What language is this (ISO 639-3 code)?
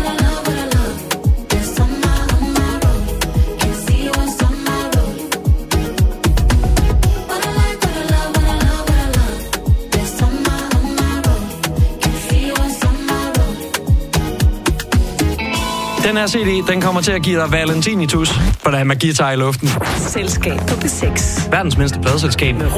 dan